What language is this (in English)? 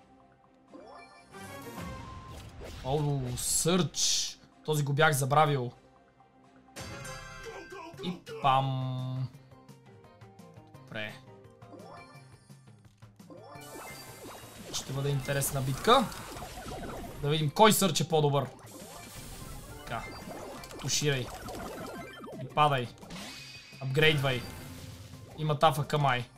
Bulgarian